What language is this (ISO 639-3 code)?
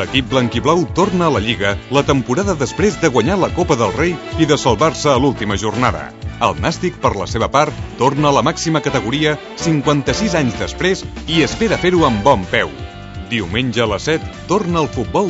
cat